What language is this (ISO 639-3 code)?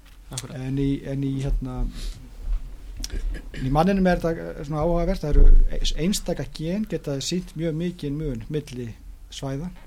isl